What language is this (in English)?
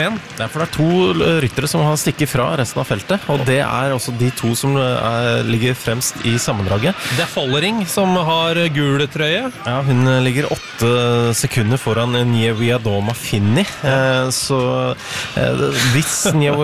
Norwegian